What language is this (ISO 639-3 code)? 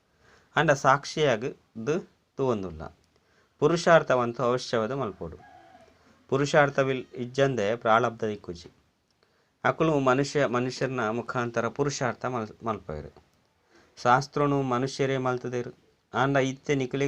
tcy